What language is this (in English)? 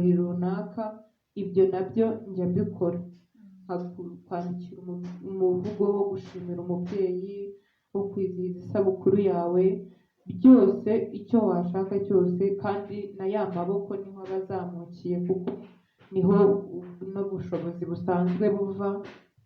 Kinyarwanda